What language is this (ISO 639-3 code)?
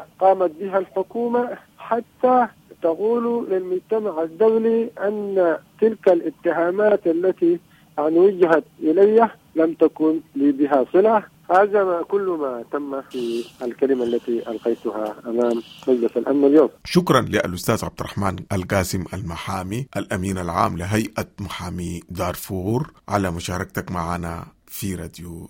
apd